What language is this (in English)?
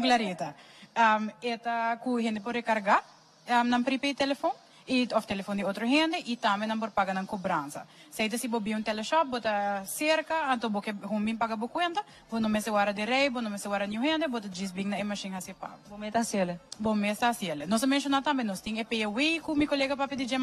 Papiamento